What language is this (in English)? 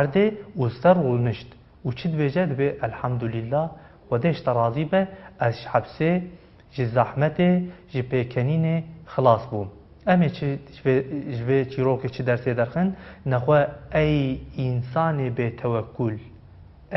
Kurdish